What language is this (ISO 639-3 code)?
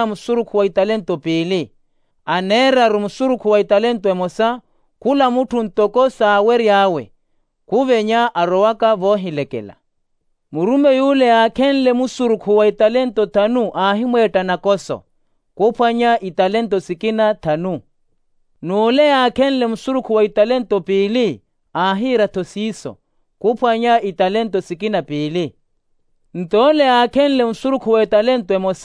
vmw